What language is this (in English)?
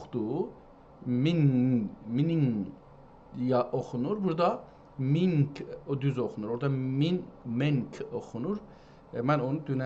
South Azerbaijani